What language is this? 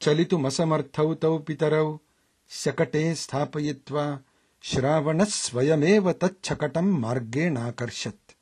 Sanskrit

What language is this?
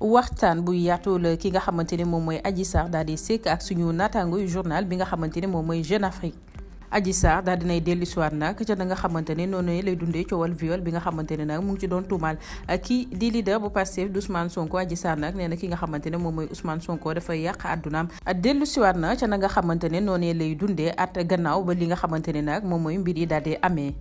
Wolof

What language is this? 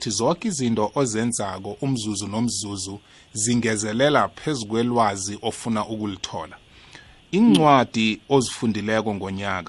South Ndebele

